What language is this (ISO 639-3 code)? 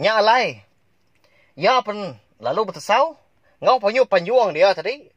iba